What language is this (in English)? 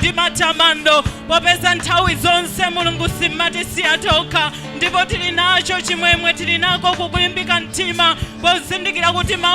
Nyanja